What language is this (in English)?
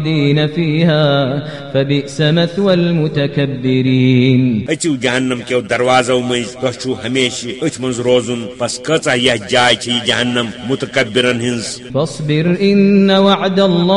Kashmiri